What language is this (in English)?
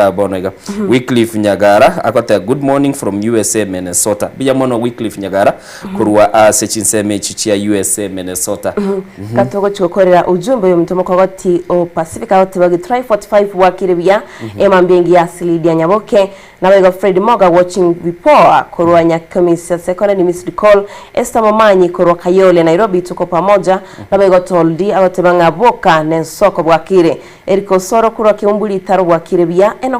Gusii